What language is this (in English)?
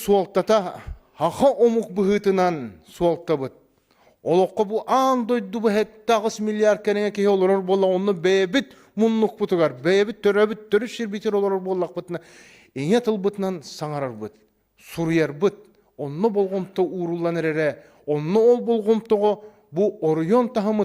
Yakut